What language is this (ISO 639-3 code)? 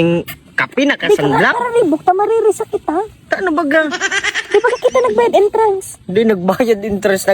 bik